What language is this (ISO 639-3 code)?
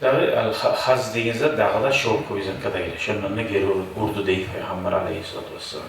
kum